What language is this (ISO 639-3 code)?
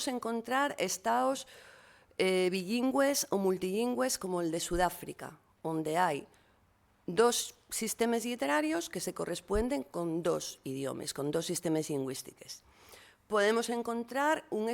ast